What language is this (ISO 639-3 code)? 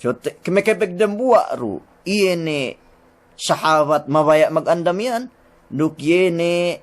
yka